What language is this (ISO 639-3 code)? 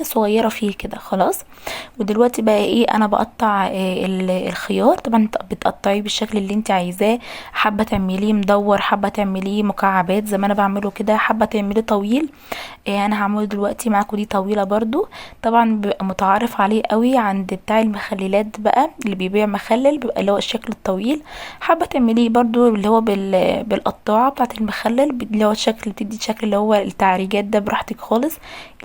arz